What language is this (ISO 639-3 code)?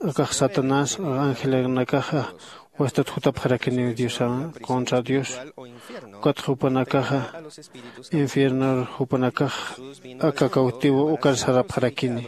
aym